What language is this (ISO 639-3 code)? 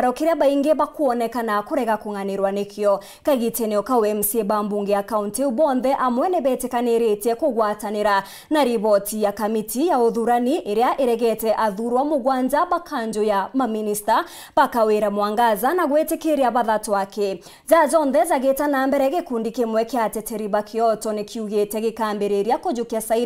mer